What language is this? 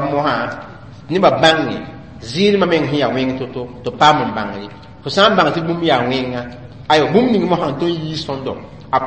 Mossi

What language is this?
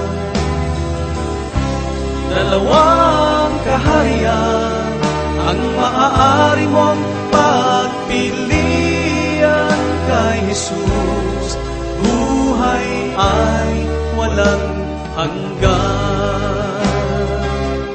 Filipino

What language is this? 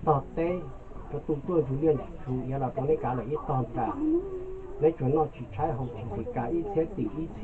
Hmong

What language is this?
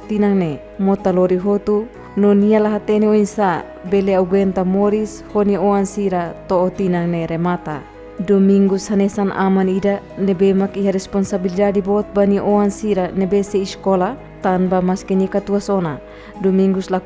Tetum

